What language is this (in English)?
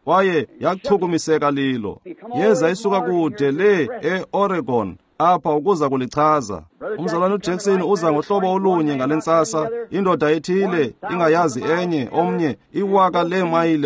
Xhosa